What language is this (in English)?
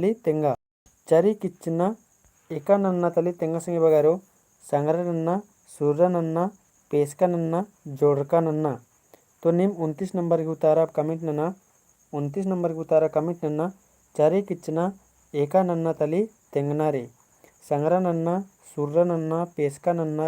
Kurukh